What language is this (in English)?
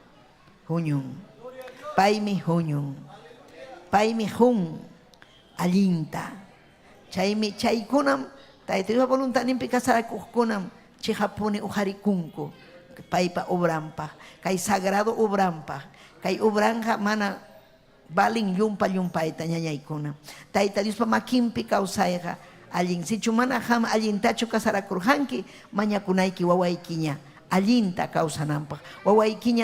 Ayacucho Quechua